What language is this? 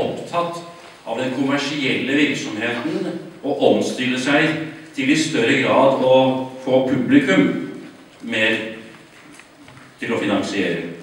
Norwegian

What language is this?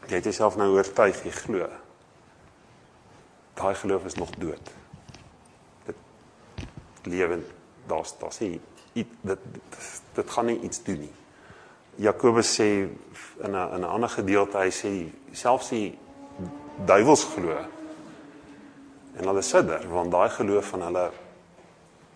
Afrikaans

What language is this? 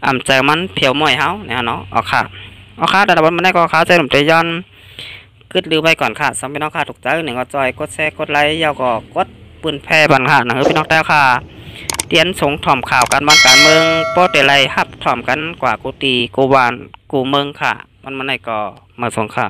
Shan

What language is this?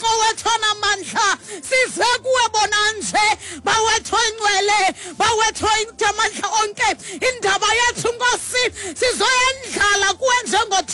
Xhosa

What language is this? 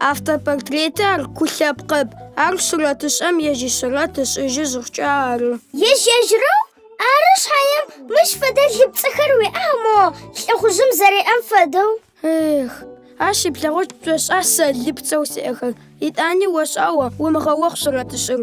Adyghe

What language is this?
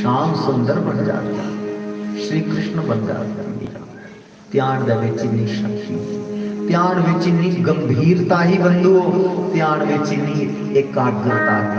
Dogri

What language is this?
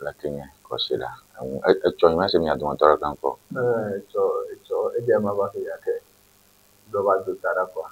Ewe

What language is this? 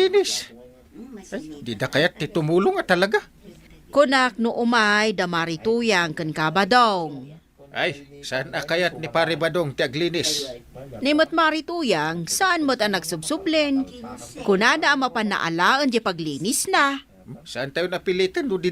Iloko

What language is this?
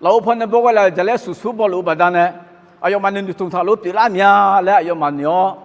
Akha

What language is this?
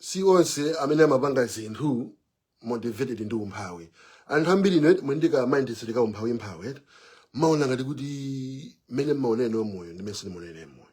Nyanja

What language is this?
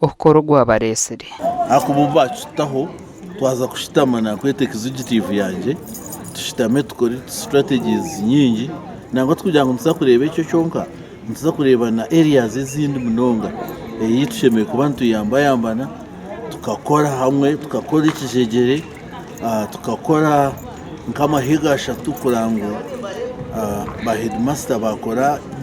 Nyankole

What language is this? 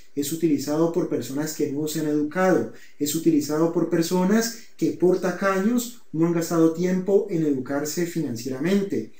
Spanish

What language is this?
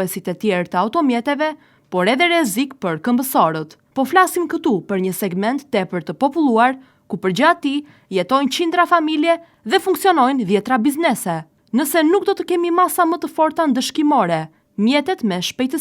Albanian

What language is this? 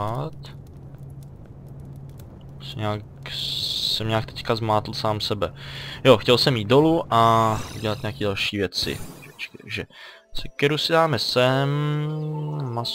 Czech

